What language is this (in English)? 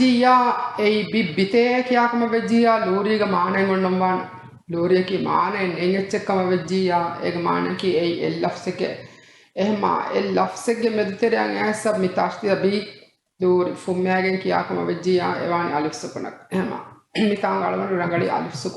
Divehi